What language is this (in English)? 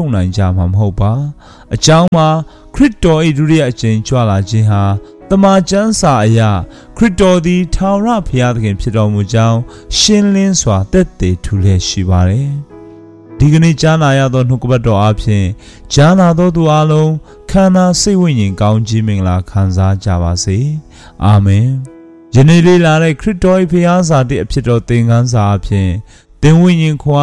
Burmese